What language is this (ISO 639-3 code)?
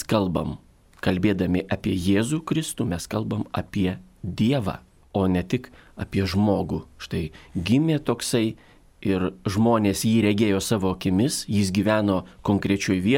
lit